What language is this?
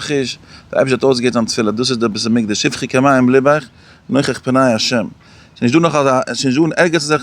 Yiddish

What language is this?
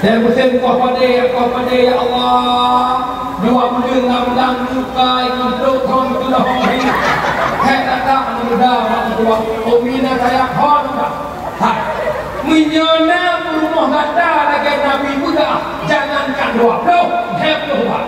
Achinese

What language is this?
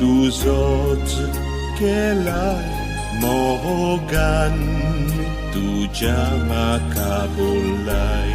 Konkani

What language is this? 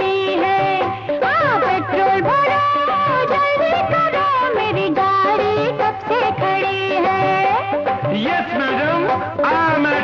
Hindi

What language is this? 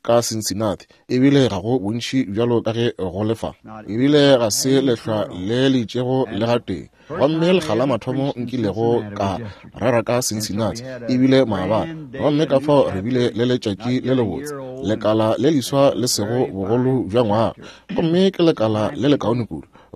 Northern Sotho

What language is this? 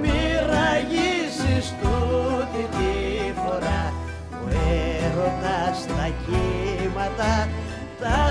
Greek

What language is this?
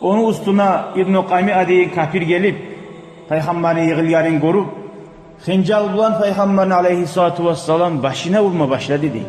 Kumyk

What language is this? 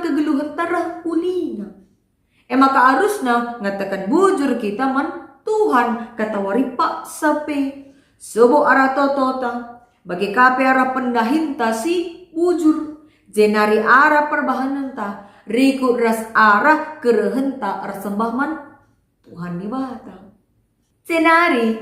Batak Karo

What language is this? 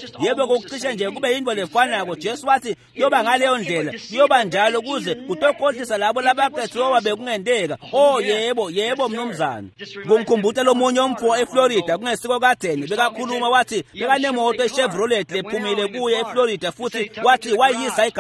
Swati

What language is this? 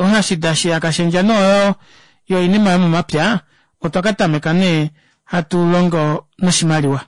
Kuanyama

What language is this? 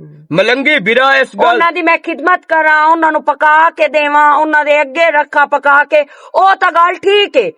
Western Panjabi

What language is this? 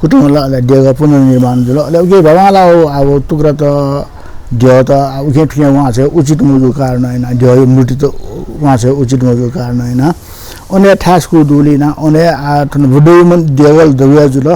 Newari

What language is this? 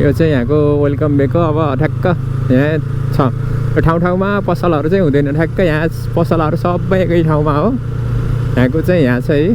Nepali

